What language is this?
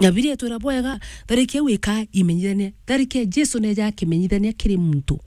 Meru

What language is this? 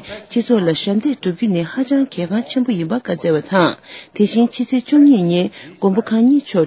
Tibetan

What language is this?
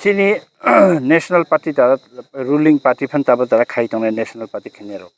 Kok Borok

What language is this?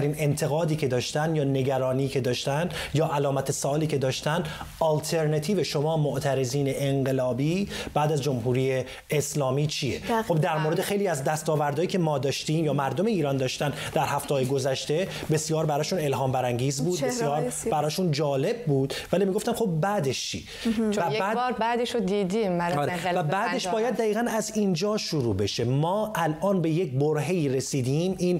Persian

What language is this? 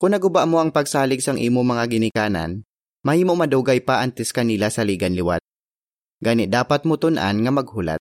Hiligaynon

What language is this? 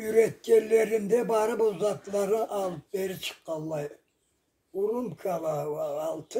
Karachay-Balkar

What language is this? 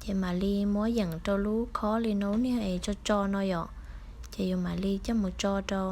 Hmong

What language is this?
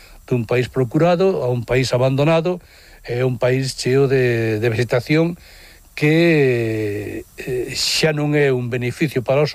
Galician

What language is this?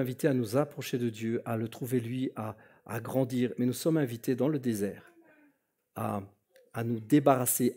French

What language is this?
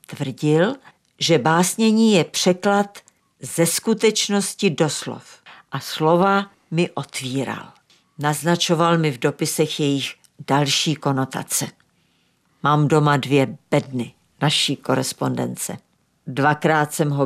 Czech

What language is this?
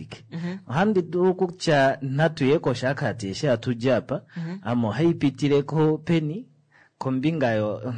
Kuanyama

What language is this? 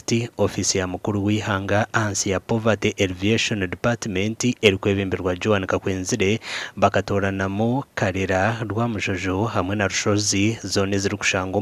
Nyankole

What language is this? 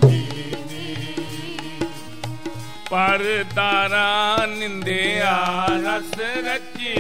Punjabi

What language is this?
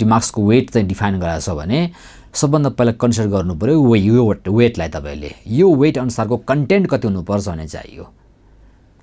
Nepali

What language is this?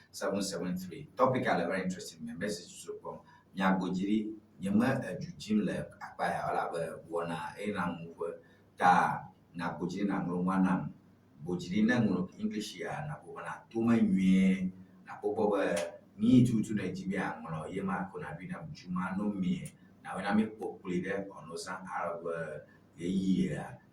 Ewe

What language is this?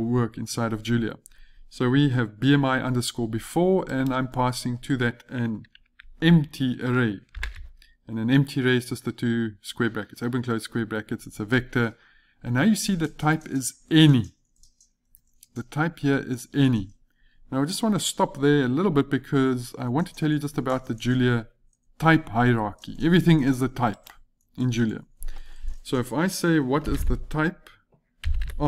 English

